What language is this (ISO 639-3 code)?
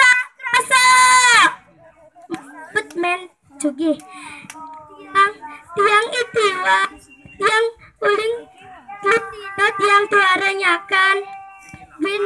ban